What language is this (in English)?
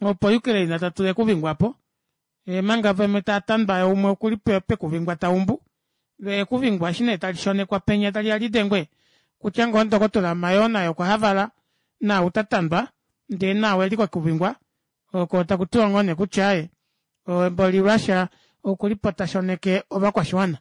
Kuanyama